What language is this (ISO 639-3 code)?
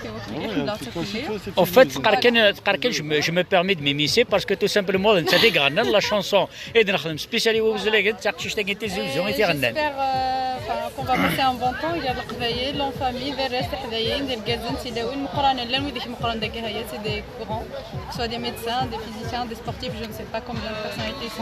kab